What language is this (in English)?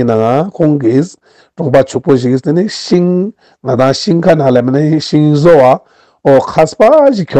Ladakhi